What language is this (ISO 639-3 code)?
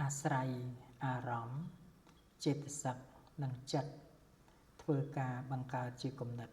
khm